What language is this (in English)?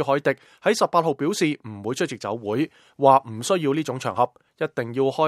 Cantonese